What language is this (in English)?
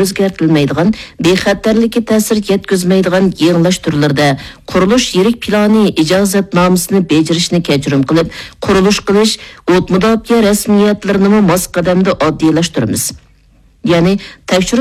Uyghur